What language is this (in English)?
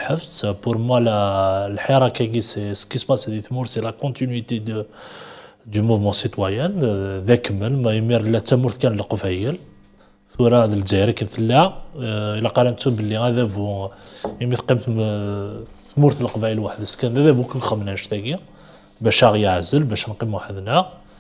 Kabyle